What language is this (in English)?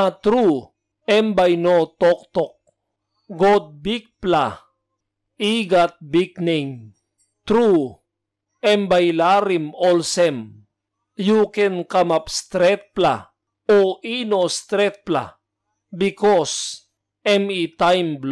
Tok Pisin